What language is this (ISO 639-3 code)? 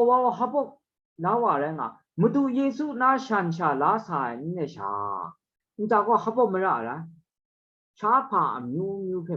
kac